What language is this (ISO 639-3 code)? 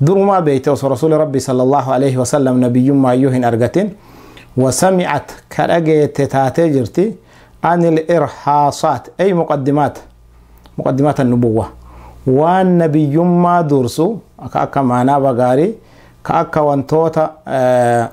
orm